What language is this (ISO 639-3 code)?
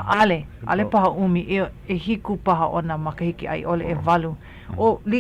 haw